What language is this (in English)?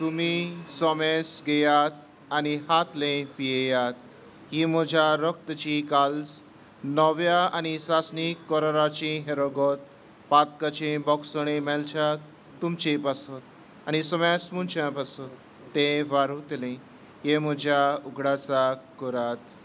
Konkani